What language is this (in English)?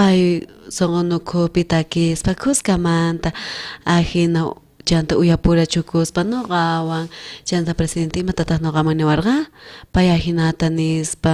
South Bolivian Quechua